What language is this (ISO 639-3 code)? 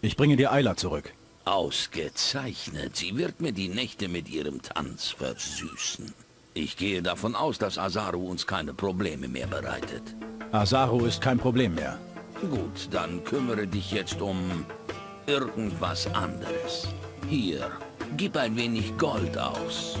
bar